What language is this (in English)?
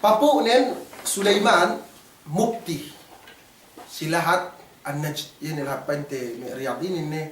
Yakan